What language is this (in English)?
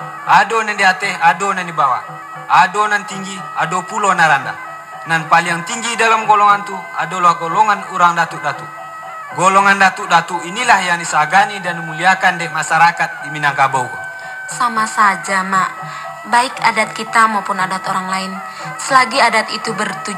Minangkabau